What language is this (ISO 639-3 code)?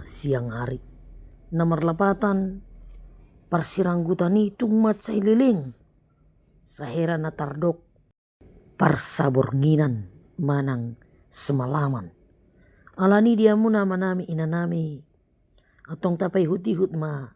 bbc